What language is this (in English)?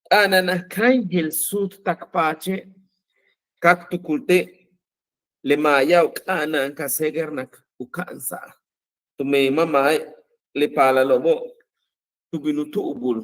Yucateco